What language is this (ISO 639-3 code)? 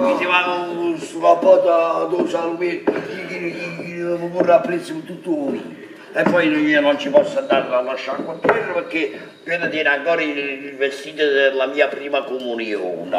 nap